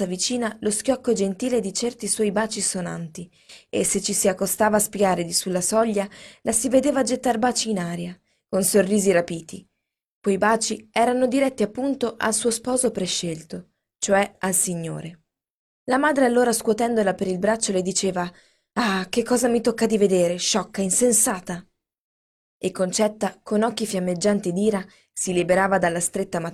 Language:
Italian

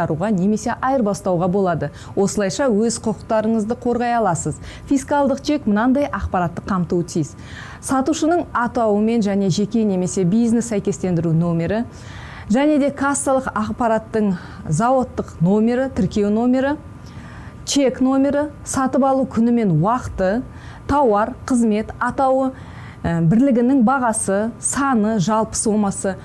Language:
Kazakh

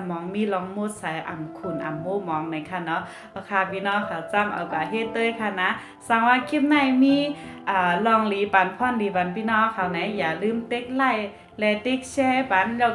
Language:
Shan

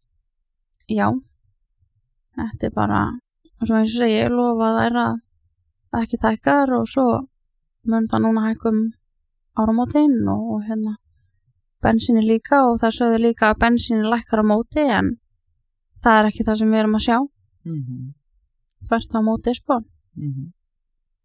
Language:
Icelandic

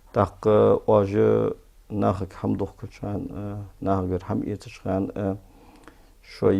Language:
Ingush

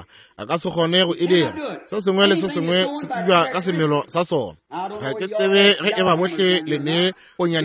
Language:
Northern Sotho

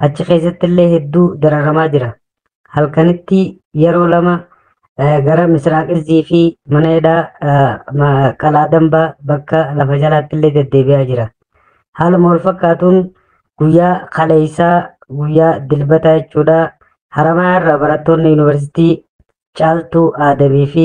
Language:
Oromo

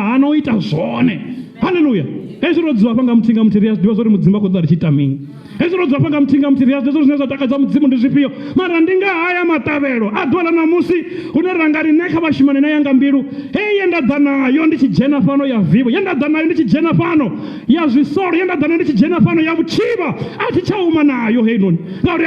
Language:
Venda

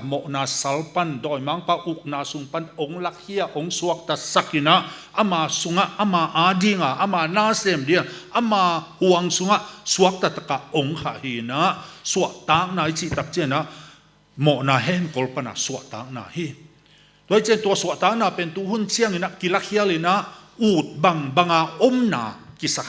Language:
Tedim Chin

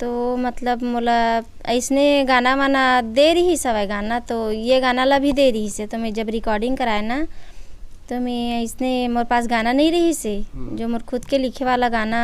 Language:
Chhattisgarhi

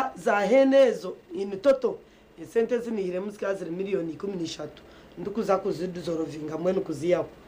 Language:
Nyankole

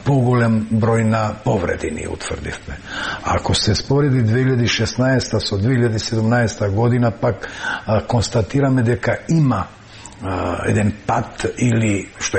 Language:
Macedonian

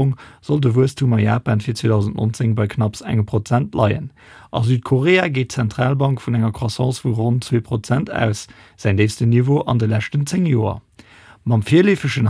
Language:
Luxembourgish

